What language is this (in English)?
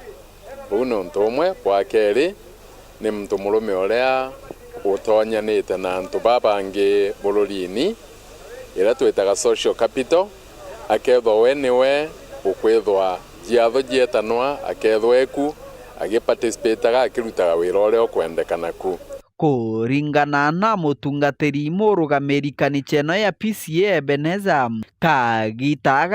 Meru